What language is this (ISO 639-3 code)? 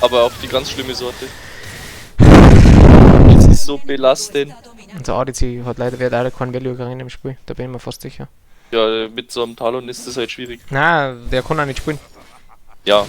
bar